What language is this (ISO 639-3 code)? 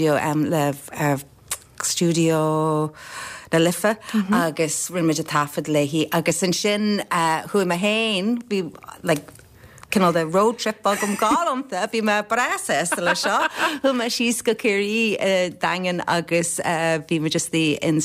gle